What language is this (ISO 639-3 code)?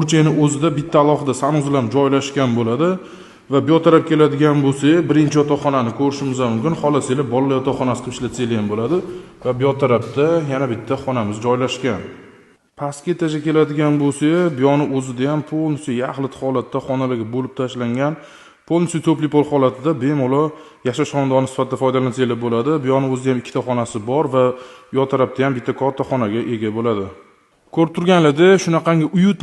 uzb